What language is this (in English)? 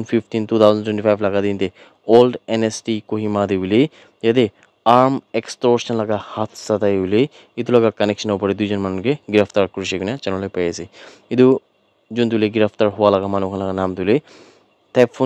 Naga Pidgin